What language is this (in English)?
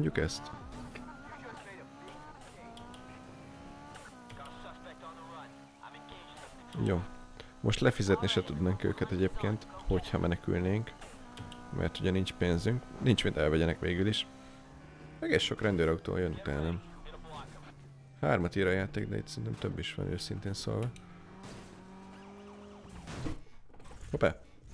Hungarian